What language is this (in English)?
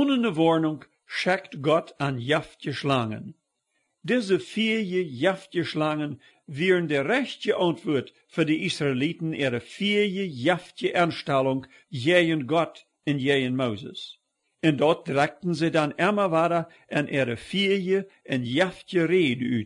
Plautdietsch